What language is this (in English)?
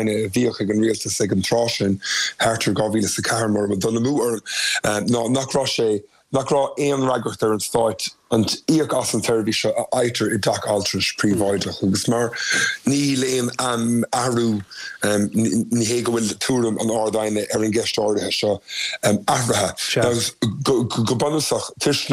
Irish